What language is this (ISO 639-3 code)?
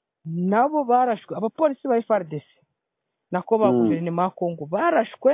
kin